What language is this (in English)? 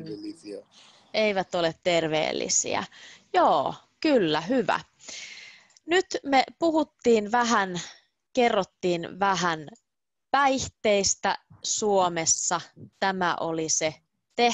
Finnish